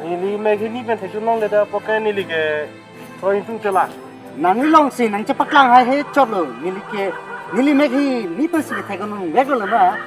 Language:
Karbi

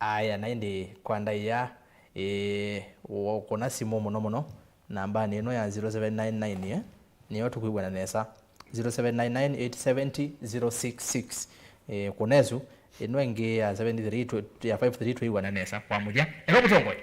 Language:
Kamba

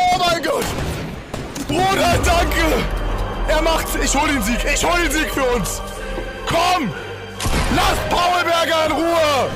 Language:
German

